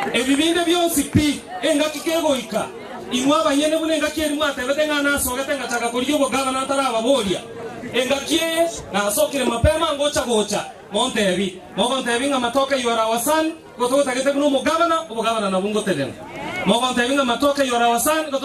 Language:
Gusii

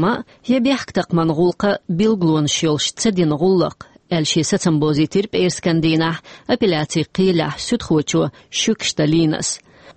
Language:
Chechen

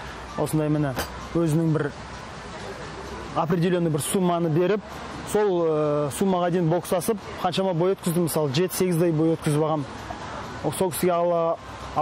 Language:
Kazakh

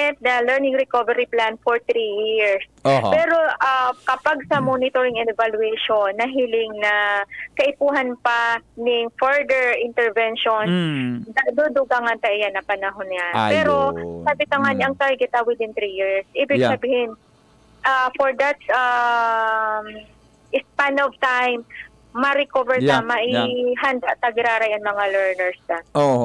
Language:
Bikol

